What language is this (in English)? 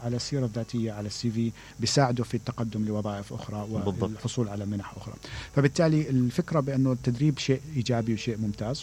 Mesopotamian Arabic